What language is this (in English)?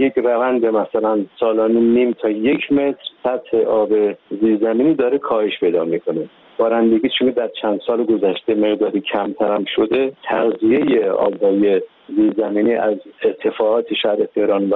Persian